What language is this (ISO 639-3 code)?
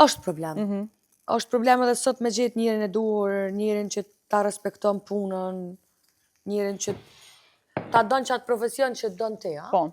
sqi